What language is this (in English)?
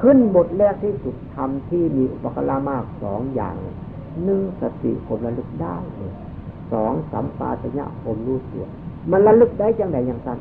Northeastern Thai